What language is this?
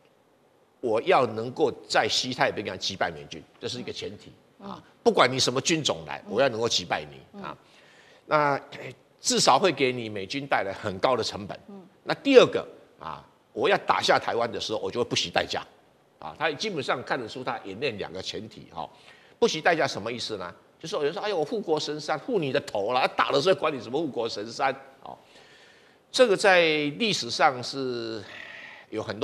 Chinese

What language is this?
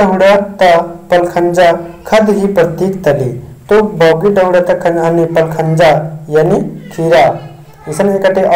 Kurukh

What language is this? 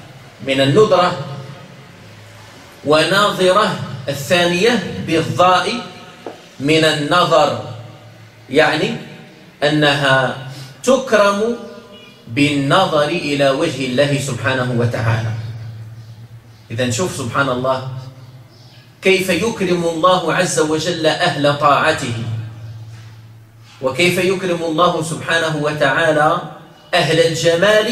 Arabic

